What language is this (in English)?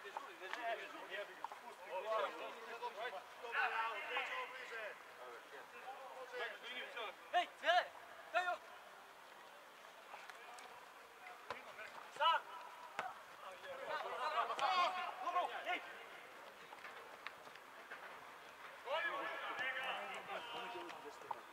Serbian